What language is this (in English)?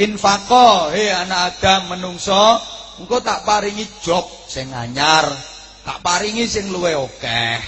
Javanese